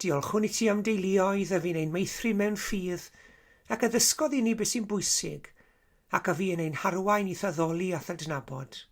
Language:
Welsh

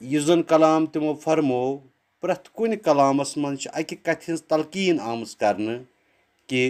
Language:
Kashmiri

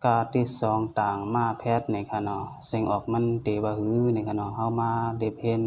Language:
Shan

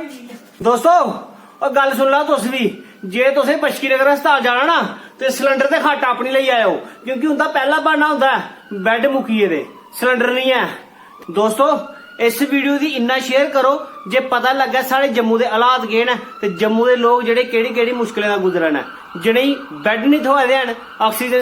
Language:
Dogri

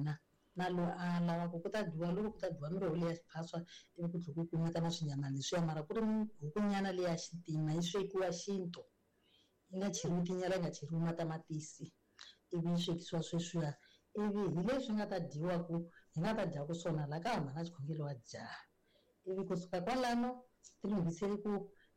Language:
Tsonga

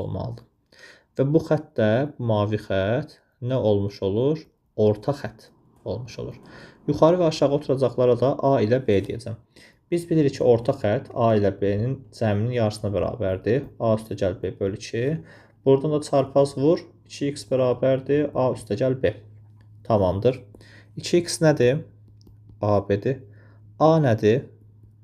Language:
Azerbaijani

